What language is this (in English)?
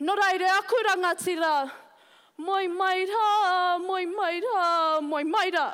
Māori